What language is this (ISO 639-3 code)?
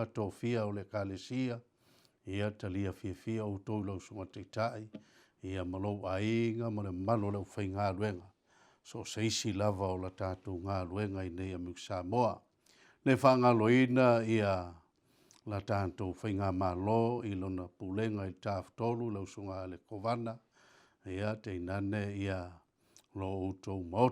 smo